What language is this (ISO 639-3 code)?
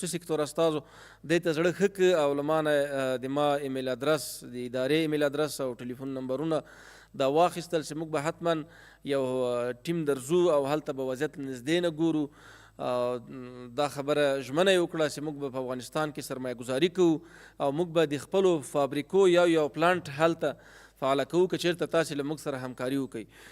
pus